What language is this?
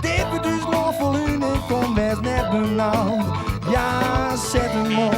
Western Frisian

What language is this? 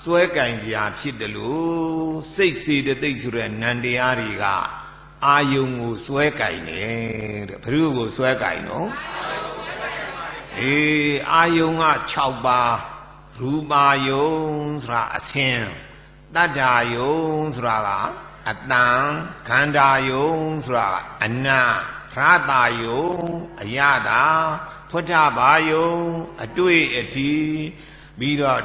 Burmese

